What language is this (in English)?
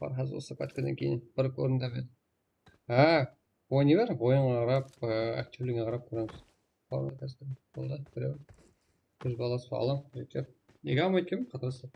Kara-Kalpak